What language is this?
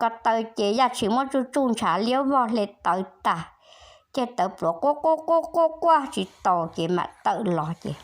Hmong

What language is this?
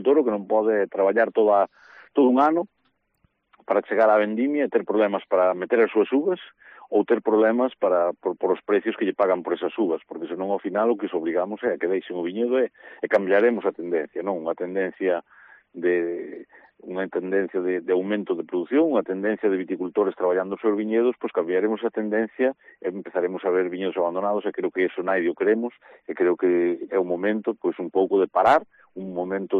Galician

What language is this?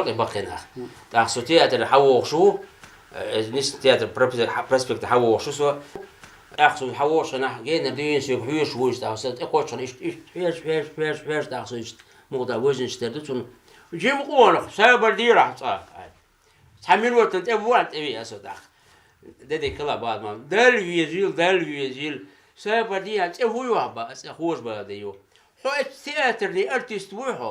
Chechen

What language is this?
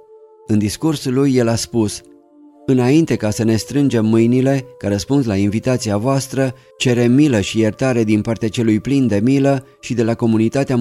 Romanian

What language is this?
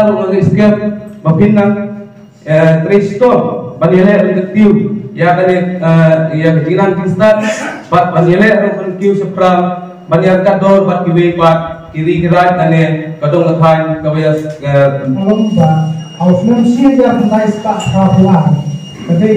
Khasi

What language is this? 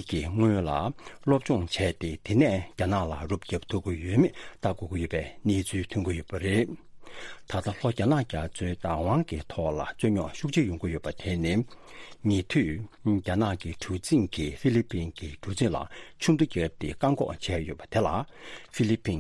Tibetan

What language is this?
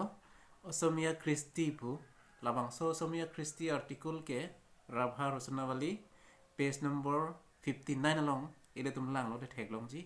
Karbi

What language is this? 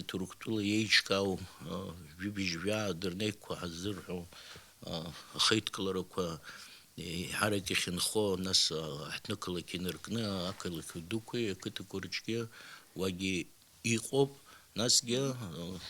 Abkhazian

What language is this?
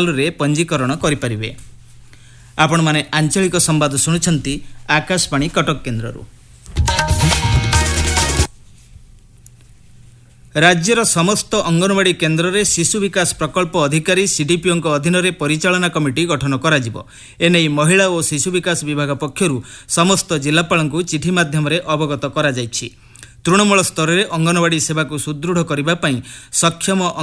Odia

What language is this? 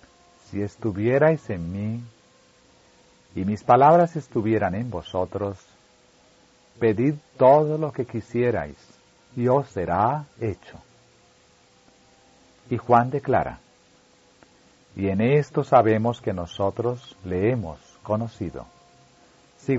Spanish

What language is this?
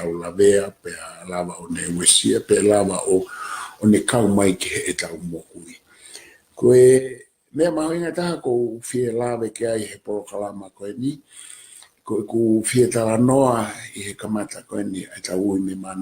Tongan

